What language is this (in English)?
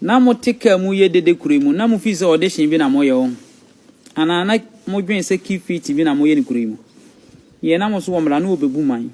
Akan